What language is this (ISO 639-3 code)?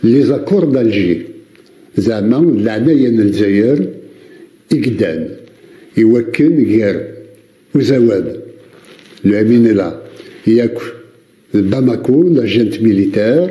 kab